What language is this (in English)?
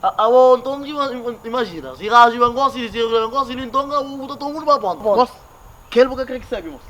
Kabuverdianu